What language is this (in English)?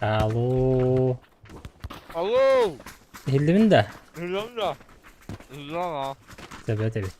Yakut